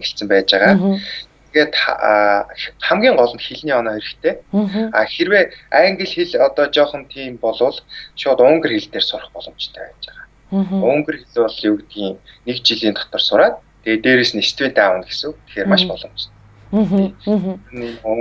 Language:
Mongolian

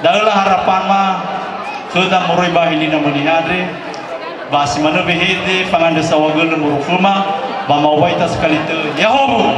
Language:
Nias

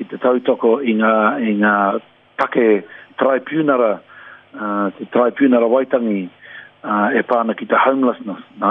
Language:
Māori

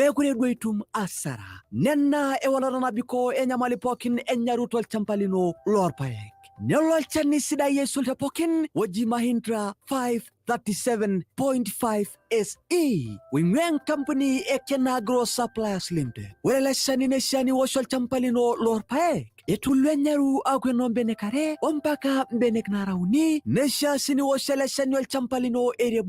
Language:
Masai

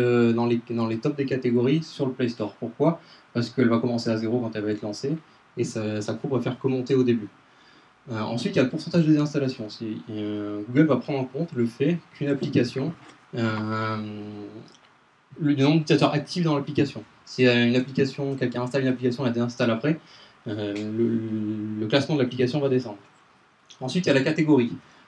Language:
French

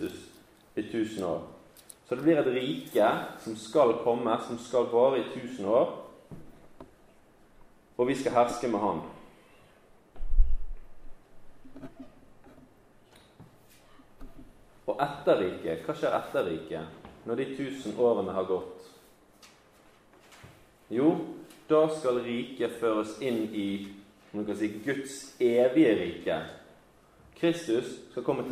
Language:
Norwegian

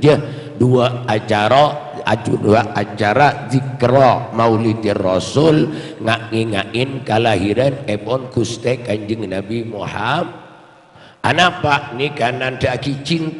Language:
Madurese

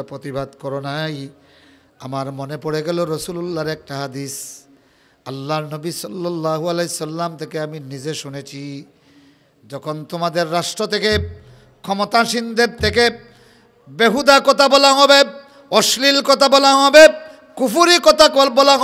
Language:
Sylheti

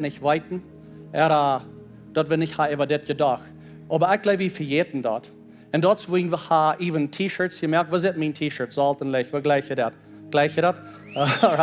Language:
Plautdietsch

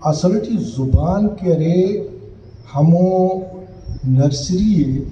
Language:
Brahui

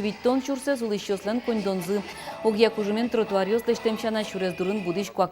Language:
Udmurt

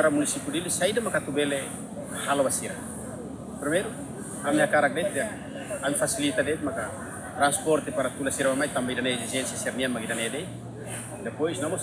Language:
Tetum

